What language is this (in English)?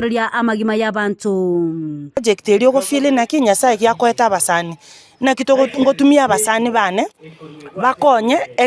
Gusii